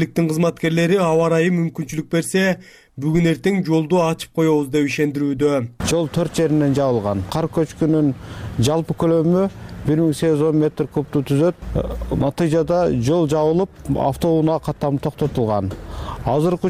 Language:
Kyrgyz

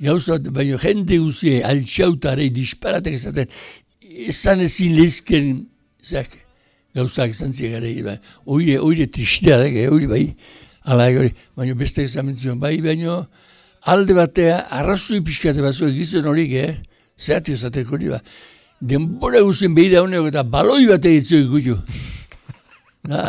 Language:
Basque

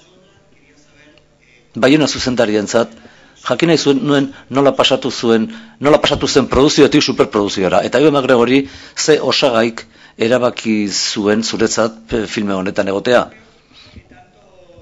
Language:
Basque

